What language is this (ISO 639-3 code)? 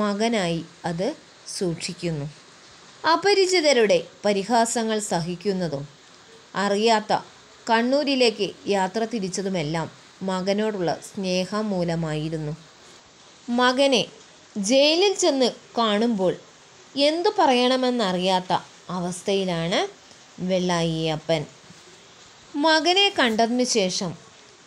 mal